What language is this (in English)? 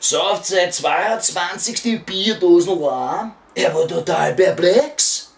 Bavarian